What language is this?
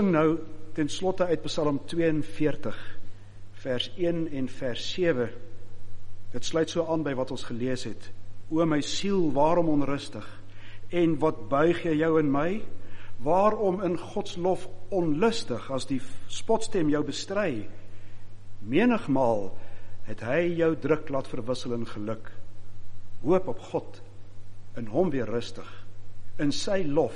Afrikaans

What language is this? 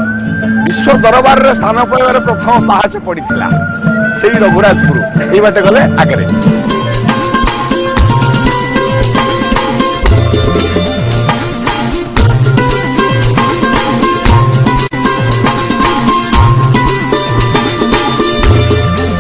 Odia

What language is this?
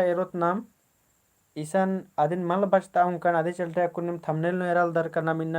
Kurukh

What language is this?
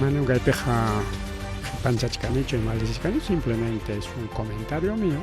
Ayacucho Quechua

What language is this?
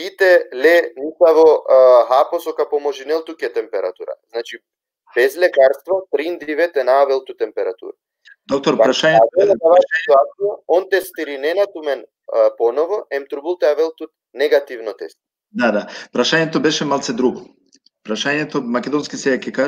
Balkan Romani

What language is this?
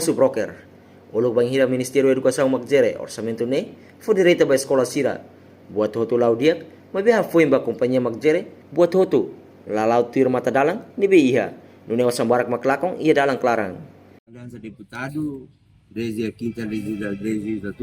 Tetum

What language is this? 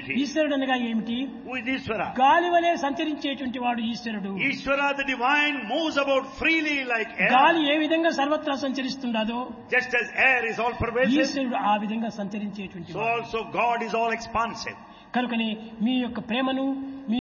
Telugu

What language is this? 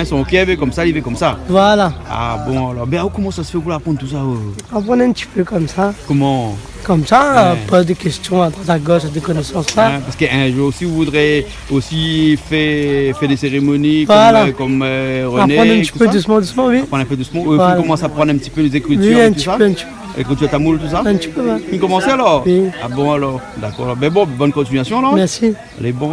Réunion Creole French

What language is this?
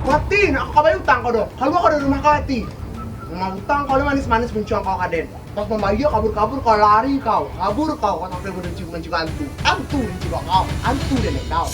Minangkabau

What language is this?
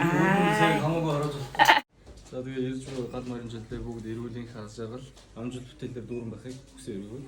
Mongolian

